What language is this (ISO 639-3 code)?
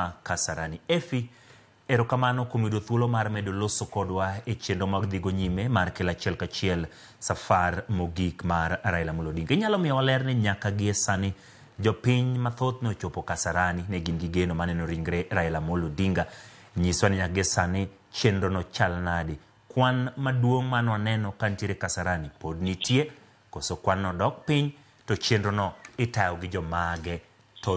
luo